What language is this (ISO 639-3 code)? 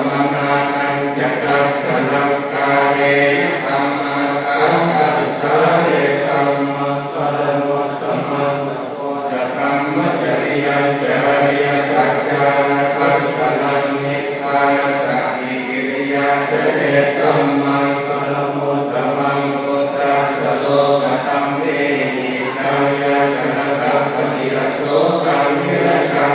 pli